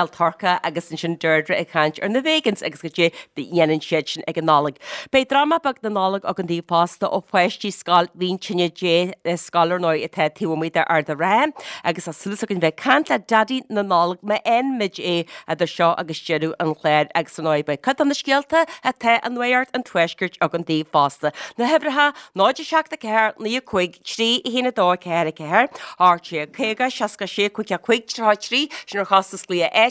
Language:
Irish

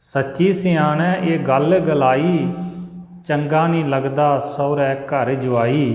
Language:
Dogri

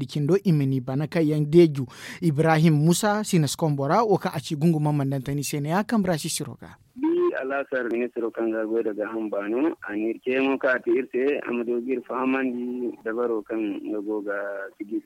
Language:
Zarma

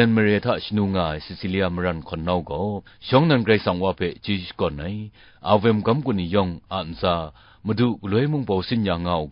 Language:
Kachin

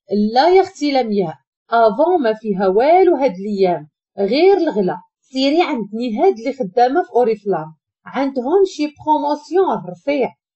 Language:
Moroccan Arabic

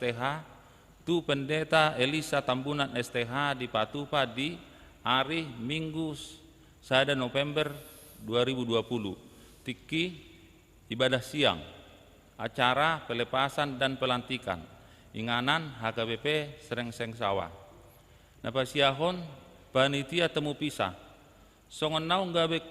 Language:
Batak Toba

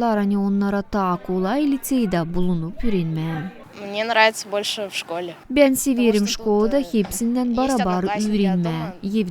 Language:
Gagauz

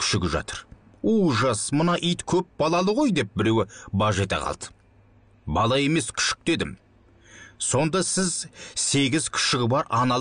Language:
Kazakh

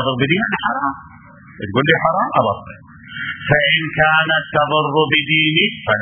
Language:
Mesopotamian Arabic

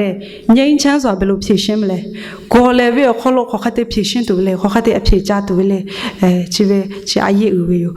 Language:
Lahu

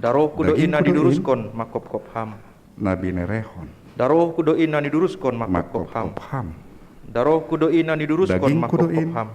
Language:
Batak Simalungun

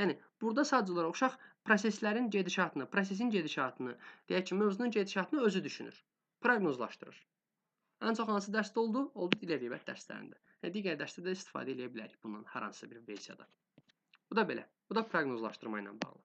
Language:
Azerbaijani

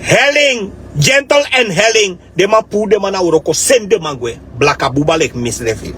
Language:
Sranan Tongo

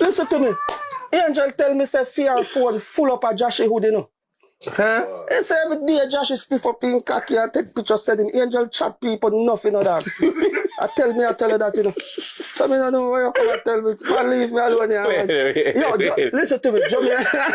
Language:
Jamaican Creole English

